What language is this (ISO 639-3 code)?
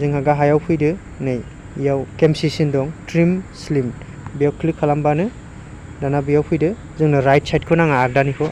brx